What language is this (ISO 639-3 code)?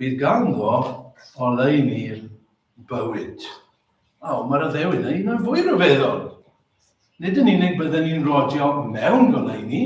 cym